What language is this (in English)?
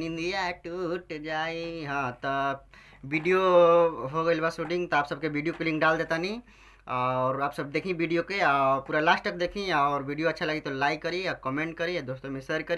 Bhojpuri